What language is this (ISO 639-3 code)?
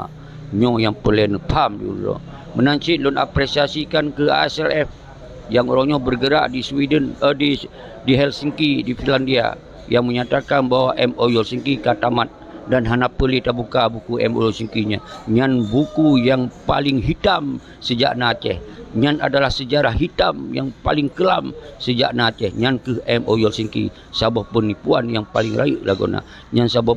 ace